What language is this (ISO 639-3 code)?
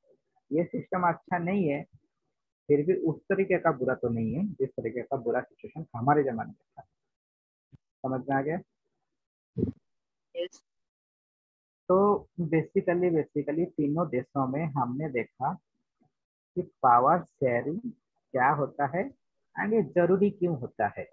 hin